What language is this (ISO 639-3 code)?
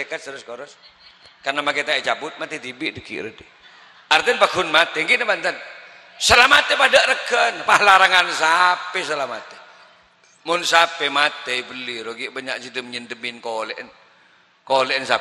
mad